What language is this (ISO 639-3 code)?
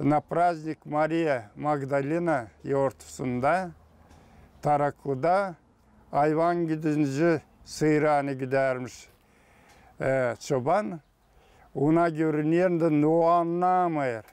gag